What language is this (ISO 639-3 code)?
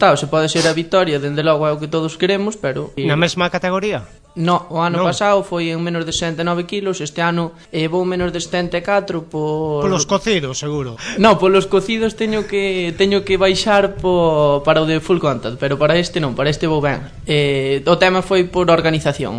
glg